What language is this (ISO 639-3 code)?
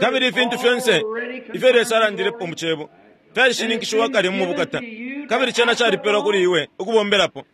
bem